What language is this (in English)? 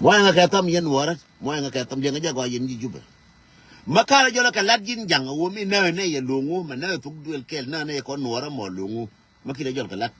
Nuer